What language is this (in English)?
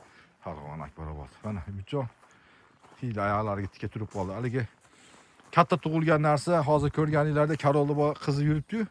Uzbek